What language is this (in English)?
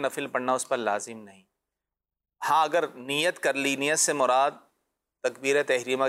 Urdu